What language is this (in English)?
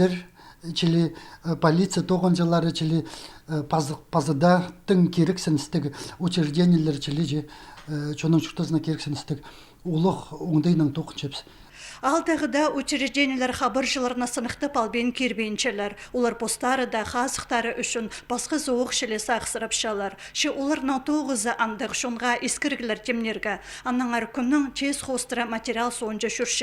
Khakas